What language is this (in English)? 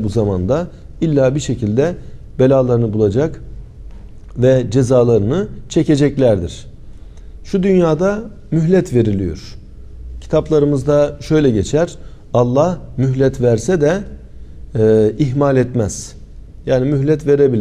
Turkish